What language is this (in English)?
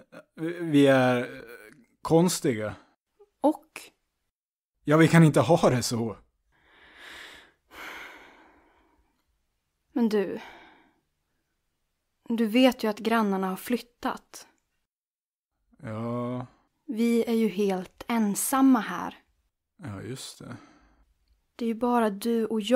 Swedish